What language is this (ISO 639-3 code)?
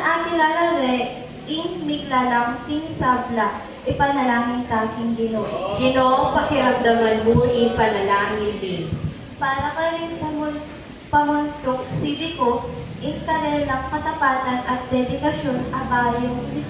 pam